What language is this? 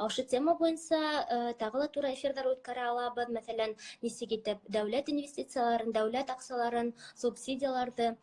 Bashkir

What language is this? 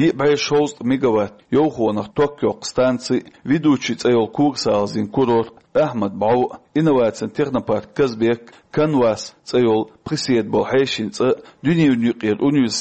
Chechen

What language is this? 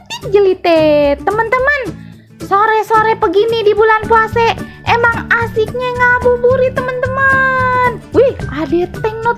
Betawi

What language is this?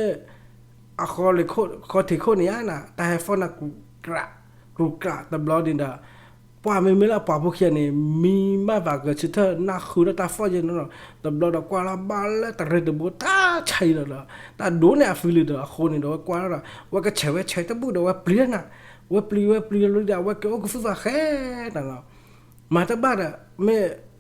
S'gaw Karen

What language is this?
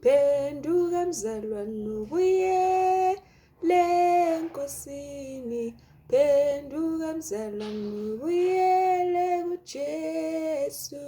Zulu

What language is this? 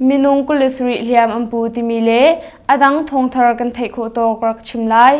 Hakha Chin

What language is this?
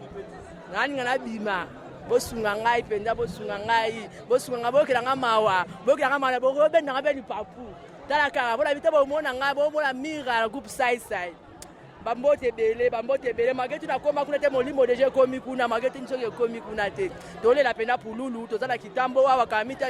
Lingala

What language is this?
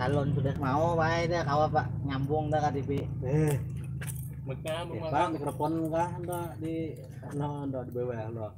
Banjar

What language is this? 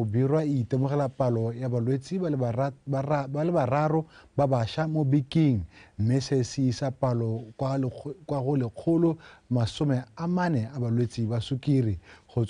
Tswana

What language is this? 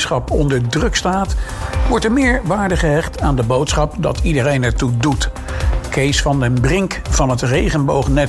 Dutch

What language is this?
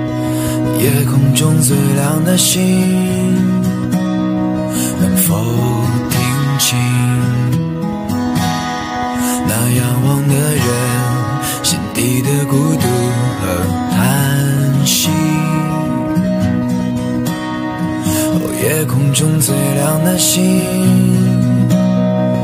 Chinese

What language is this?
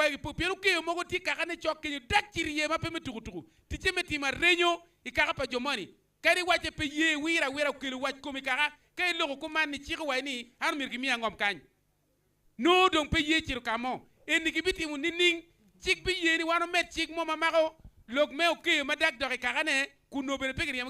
Acoli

